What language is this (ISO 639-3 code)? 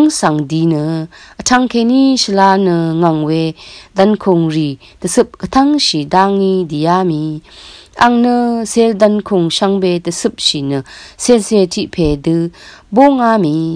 raw